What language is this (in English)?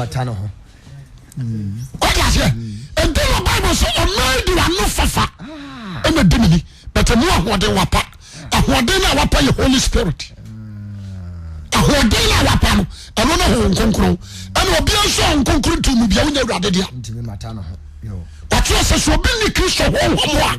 Akan